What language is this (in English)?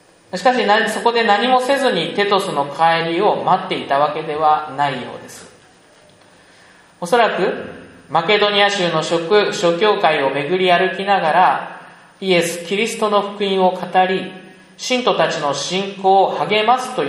Japanese